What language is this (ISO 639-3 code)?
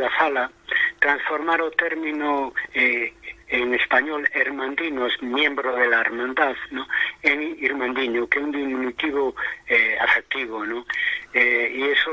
glg